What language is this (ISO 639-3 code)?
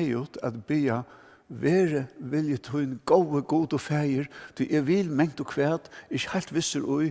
fao